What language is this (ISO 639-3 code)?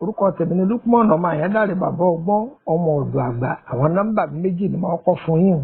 yor